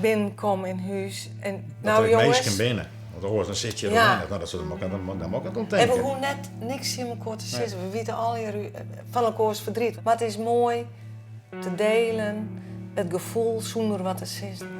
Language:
Western Frisian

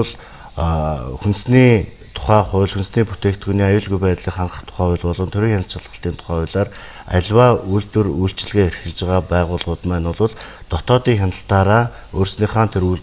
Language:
Mongolian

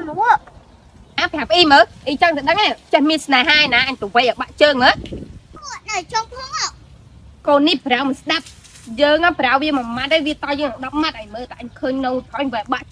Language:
Khmer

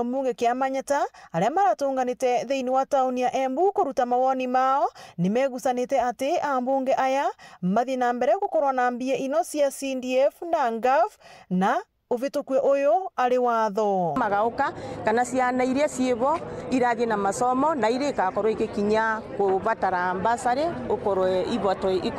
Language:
Meru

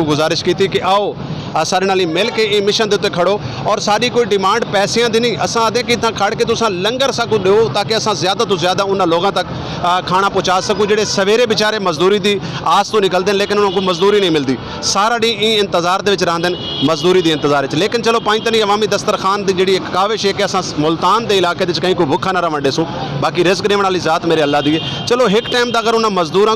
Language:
Saraiki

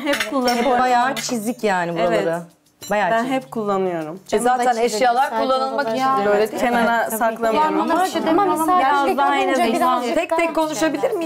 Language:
Turkish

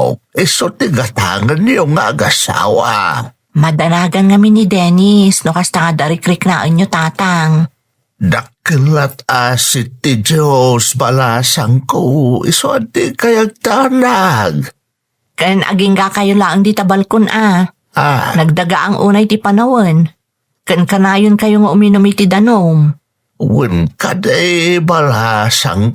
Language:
Iloko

